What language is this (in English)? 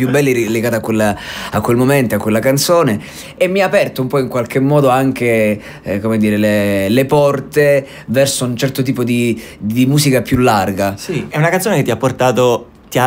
Italian